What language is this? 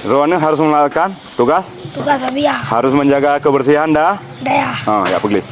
Achinese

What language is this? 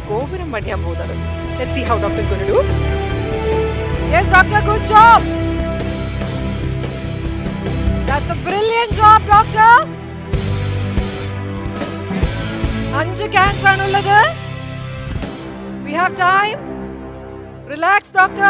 Malayalam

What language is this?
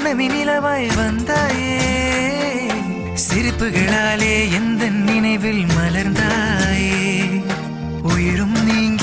Tamil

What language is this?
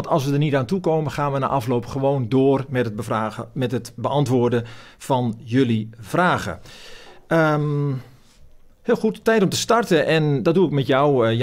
Dutch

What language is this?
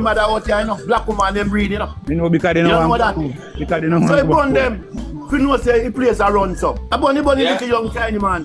Jamaican Creole English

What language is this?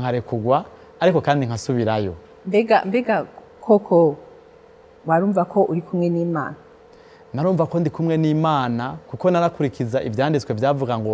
Rundi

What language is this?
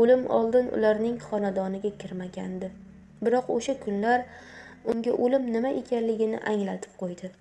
Uzbek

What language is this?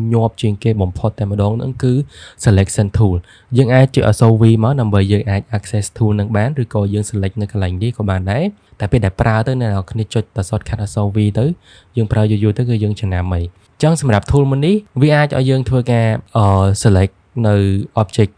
Khmer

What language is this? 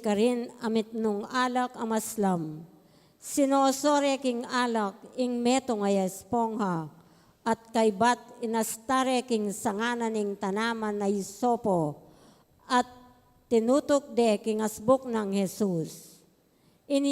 Pampanga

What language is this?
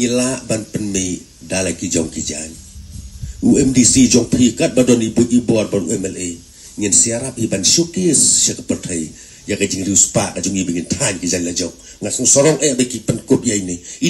Khasi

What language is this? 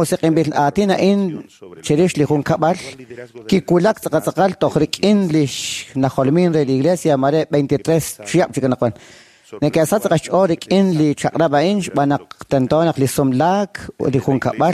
Kekchí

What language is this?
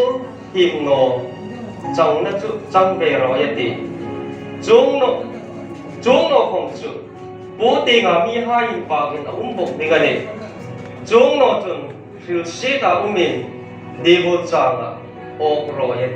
Hmar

